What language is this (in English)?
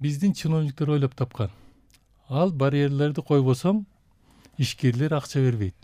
Kyrgyz